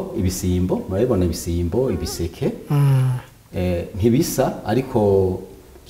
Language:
Rundi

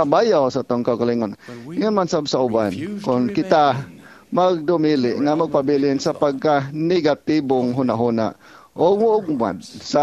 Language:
Cebuano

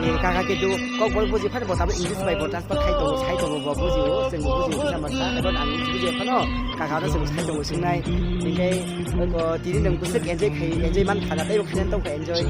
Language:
Kok Borok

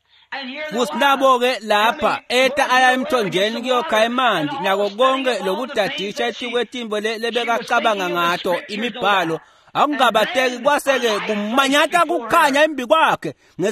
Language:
Swati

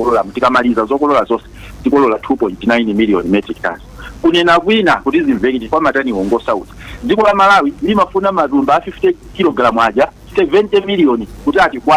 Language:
Nyanja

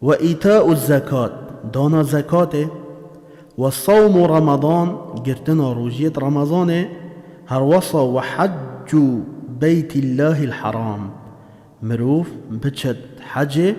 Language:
Kurdish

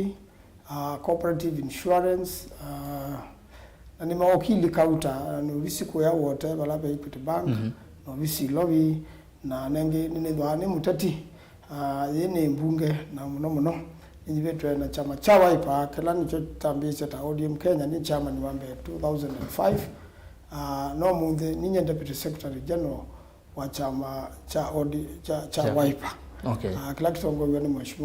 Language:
Kamba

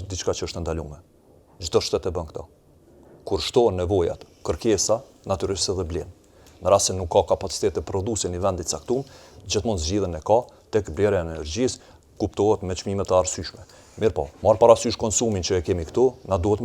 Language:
Albanian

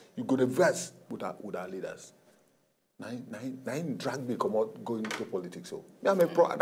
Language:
Nigerian Pidgin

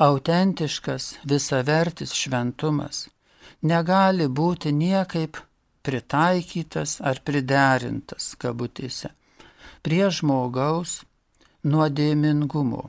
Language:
Lithuanian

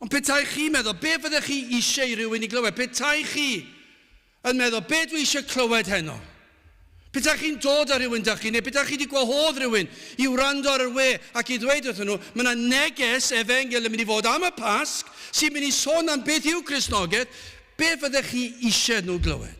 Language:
Welsh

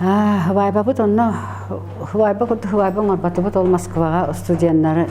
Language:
Yakut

